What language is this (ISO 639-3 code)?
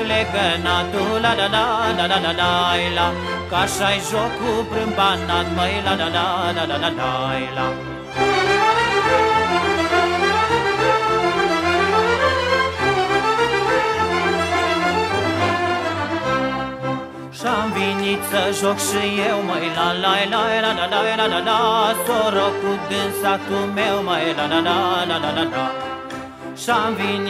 ron